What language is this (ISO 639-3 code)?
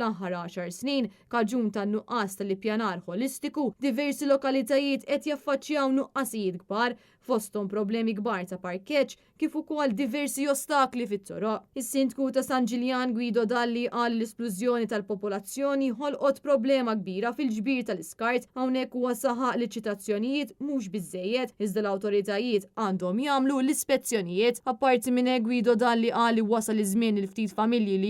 mlt